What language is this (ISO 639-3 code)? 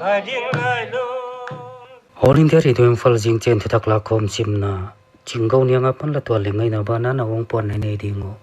pck